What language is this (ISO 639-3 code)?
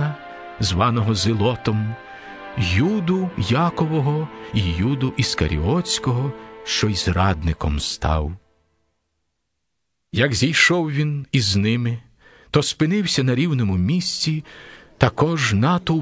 ukr